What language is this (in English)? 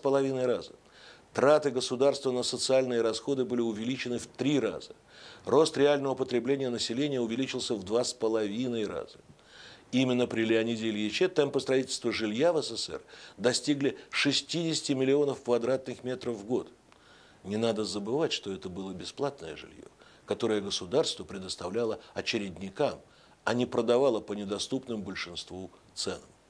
Russian